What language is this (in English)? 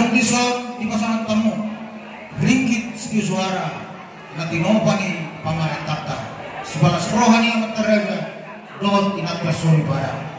Batak Toba